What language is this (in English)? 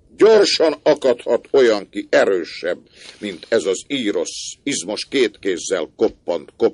Hungarian